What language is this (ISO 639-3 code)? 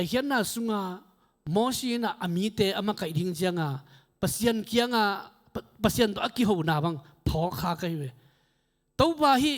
ctd